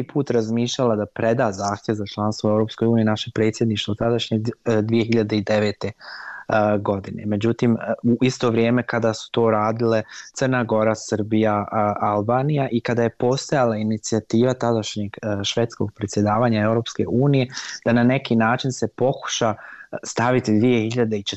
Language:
Bosnian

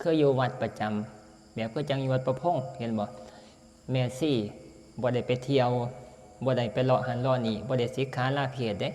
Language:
Northeastern Thai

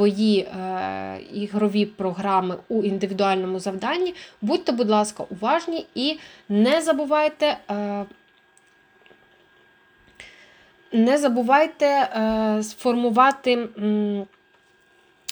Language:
Ukrainian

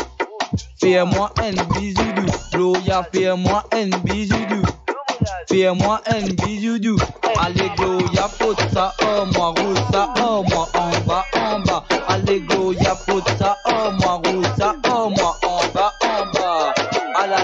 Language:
Morisyen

